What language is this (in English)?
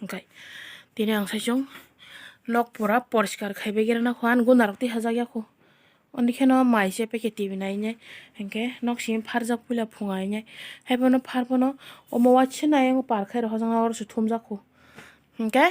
Kok Borok